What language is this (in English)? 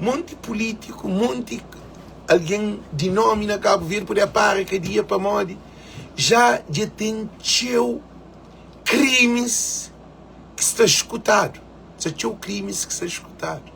Kabuverdianu